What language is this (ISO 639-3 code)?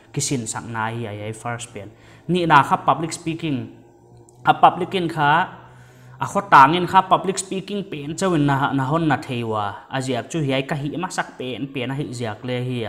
pck